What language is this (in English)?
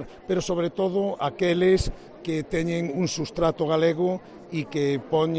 Galician